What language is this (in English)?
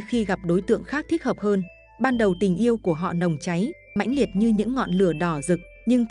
Vietnamese